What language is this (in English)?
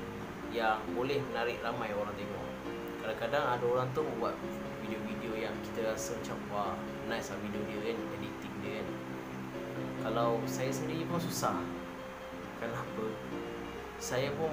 Malay